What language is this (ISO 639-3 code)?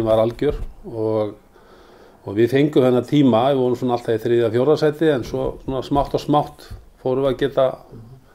isl